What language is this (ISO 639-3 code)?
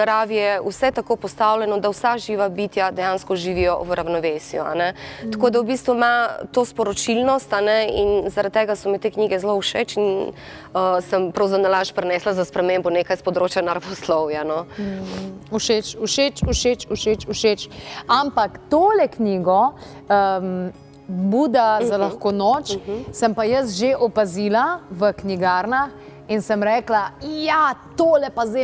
slv